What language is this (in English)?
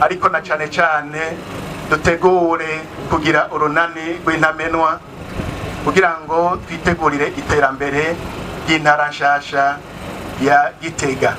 Rundi